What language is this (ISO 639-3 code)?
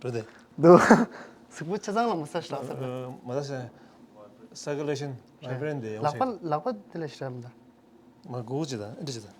bod